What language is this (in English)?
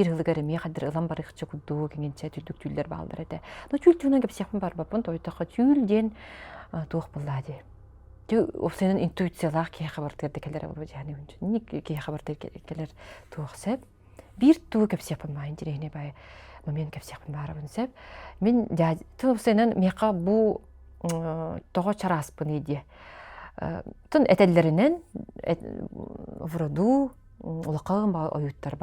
Yakut